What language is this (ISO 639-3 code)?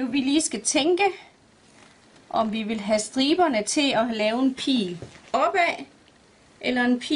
dan